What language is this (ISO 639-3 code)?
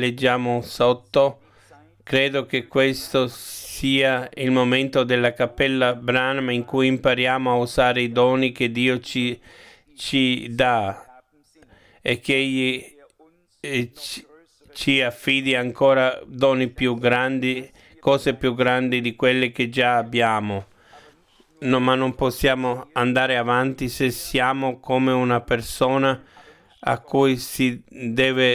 ita